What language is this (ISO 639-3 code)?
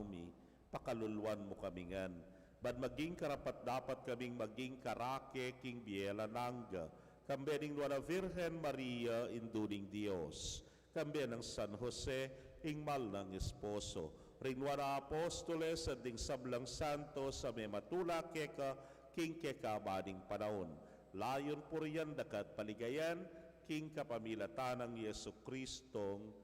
pam